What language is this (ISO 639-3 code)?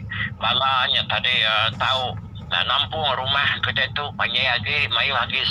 iba